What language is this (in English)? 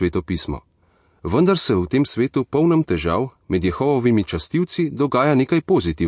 Slovenian